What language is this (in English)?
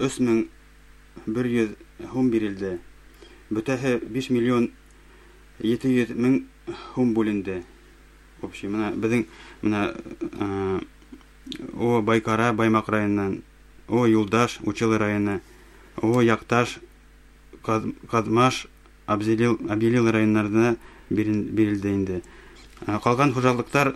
Bashkir